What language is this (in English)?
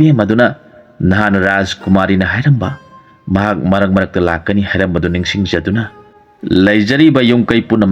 Manipuri